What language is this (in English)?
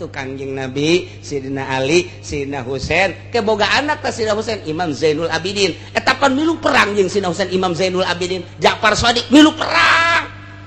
Sundanese